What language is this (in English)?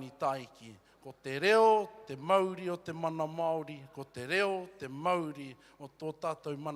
Māori